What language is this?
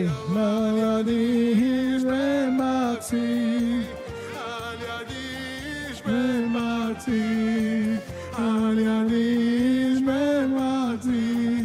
Yiddish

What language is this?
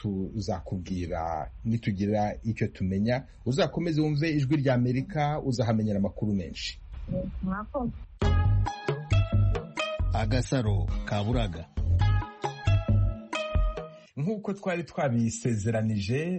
Kinyarwanda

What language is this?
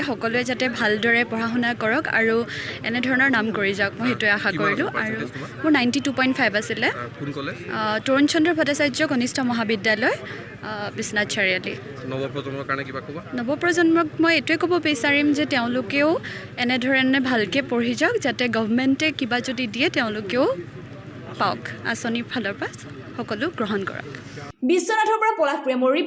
Assamese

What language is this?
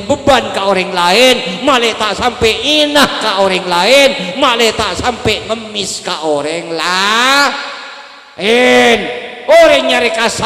Madurese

